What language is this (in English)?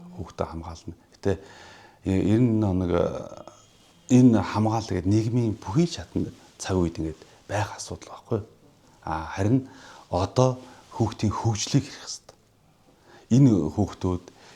Mongolian